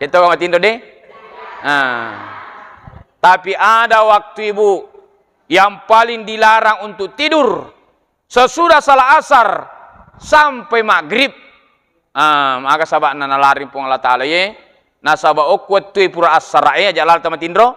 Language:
Buginese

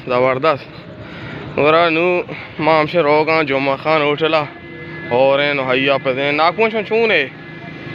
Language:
Baluchi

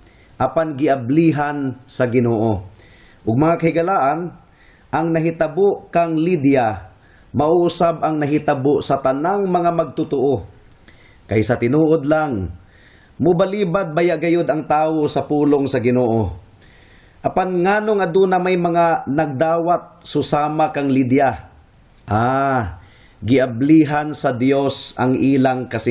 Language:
Cebuano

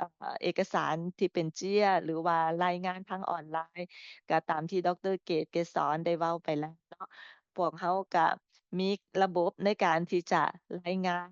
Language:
Lao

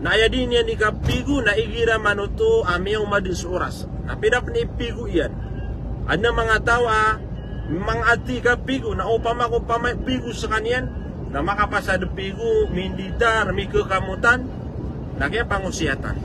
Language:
Maranao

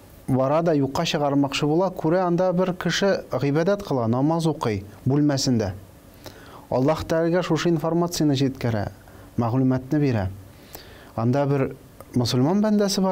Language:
Tatar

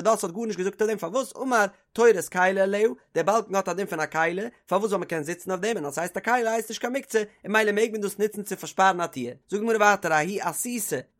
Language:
Yiddish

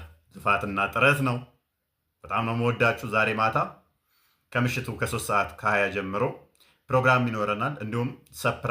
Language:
Amharic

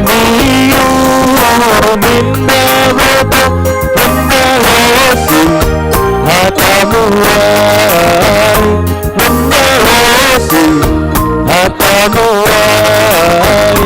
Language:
Batak Simalungun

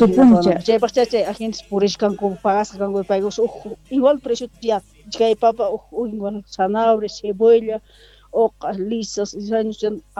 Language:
South Bolivian Quechua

